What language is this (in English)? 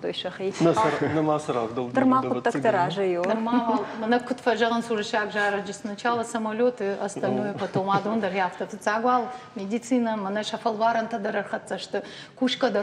Ossetic